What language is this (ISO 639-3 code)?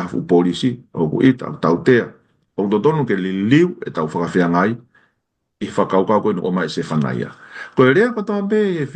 ton